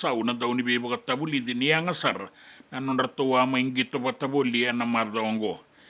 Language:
Fijian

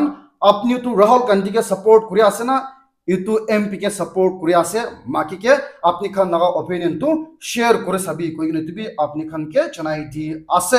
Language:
Naga Pidgin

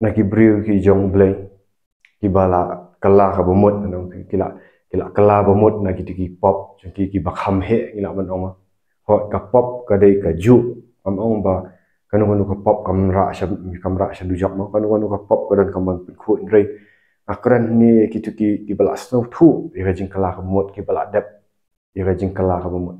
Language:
Khasi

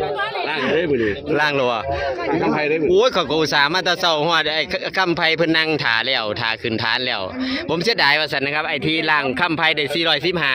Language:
Northeastern Thai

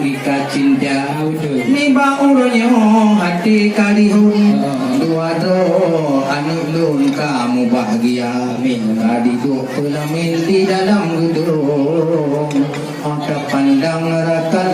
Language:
Achinese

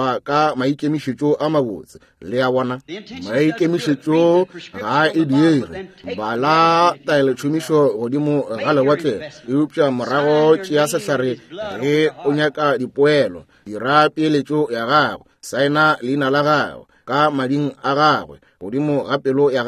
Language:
Northern Sotho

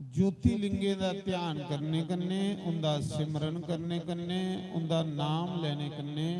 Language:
Dogri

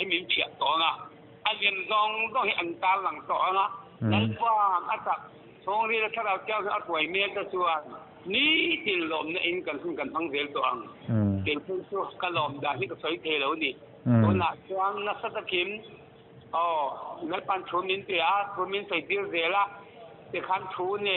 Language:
Mizo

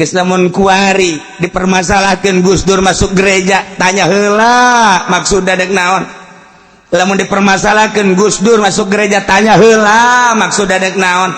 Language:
Sundanese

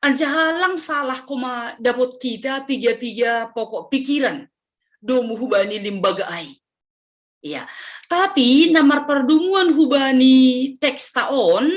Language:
Batak Simalungun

